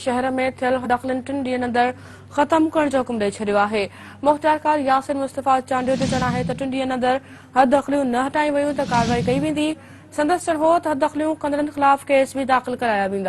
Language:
Sindhi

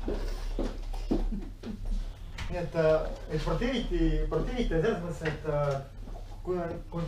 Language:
Estonian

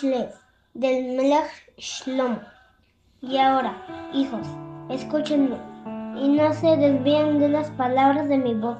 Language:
Spanish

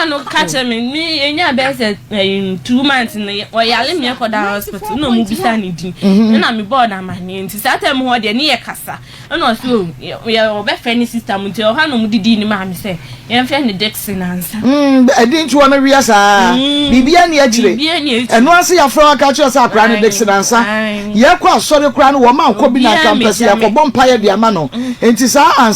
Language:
Akan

